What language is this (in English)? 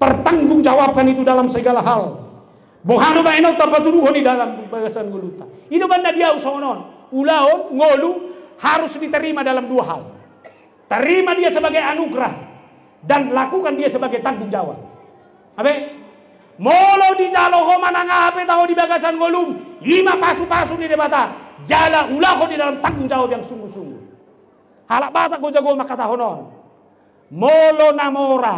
Batak Toba